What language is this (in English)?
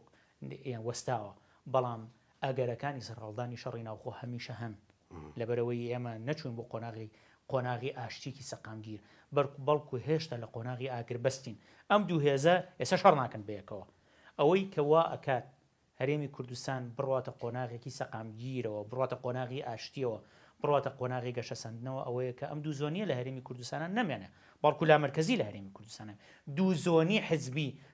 Central Kurdish